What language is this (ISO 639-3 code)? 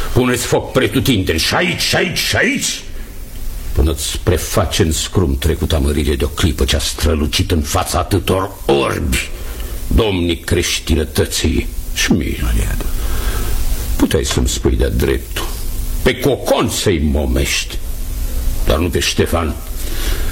ron